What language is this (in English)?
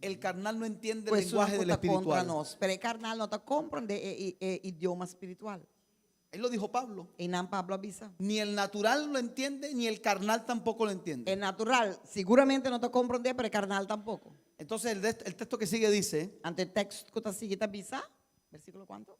Papiamento